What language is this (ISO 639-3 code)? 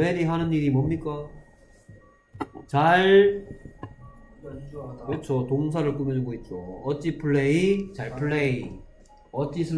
kor